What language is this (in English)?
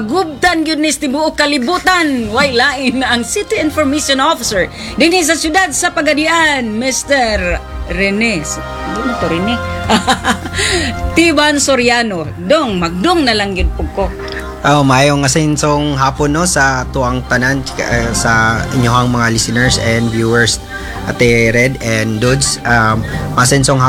Cebuano